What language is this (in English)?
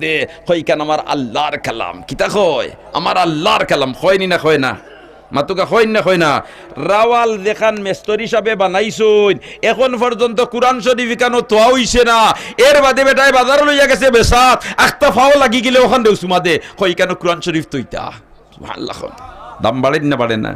Sylheti